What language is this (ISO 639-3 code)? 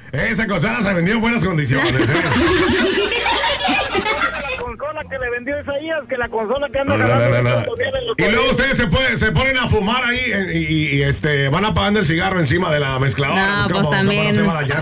spa